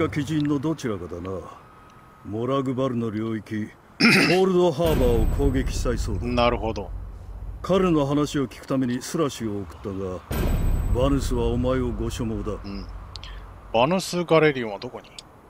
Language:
Japanese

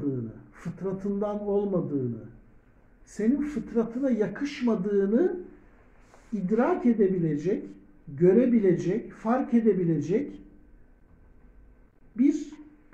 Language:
Turkish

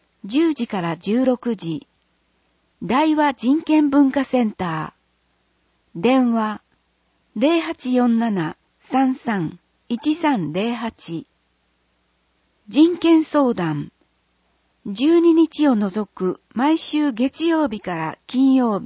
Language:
Japanese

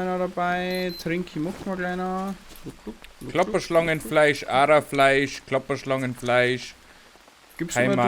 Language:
Bavarian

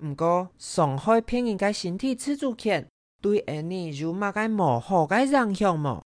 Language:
Hakka Chinese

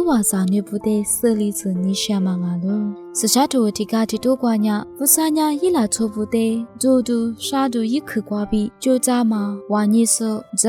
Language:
Lisu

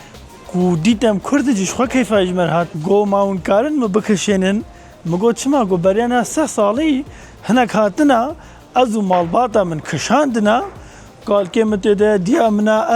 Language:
Kurdish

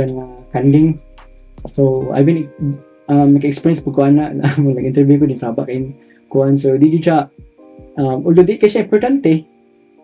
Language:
Cebuano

